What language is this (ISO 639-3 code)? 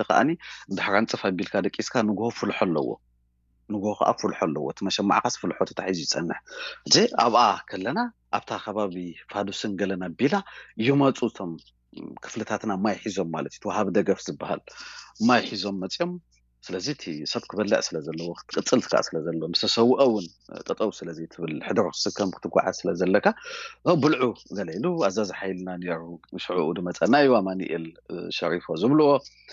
tir